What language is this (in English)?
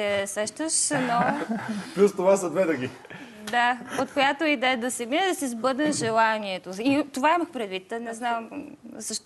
Bulgarian